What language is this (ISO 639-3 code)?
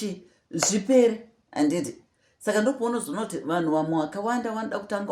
sna